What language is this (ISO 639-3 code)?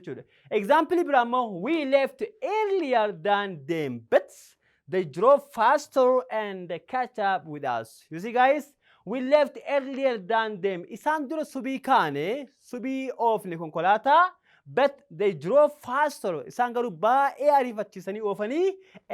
orm